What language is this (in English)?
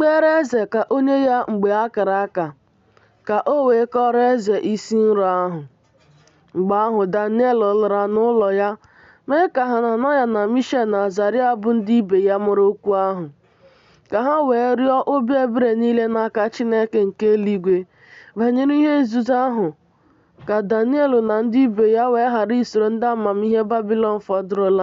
Igbo